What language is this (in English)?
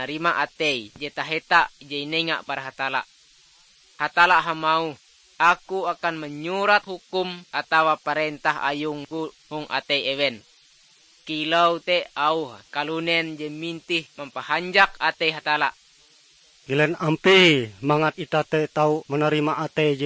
Ngaju